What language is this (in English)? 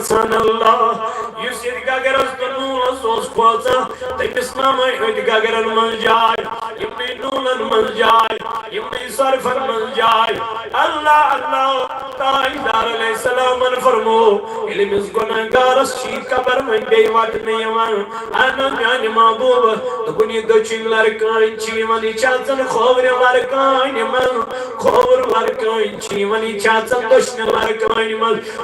Kashmiri